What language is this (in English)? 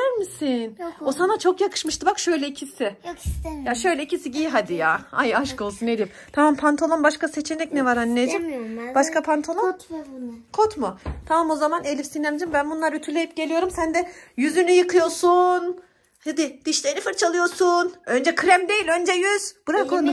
Turkish